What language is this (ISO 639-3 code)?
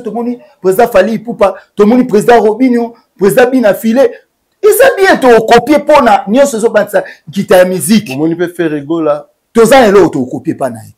lin